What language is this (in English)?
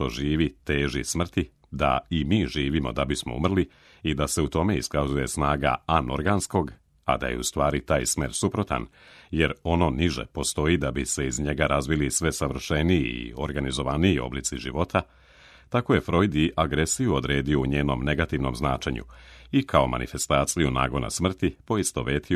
Serbian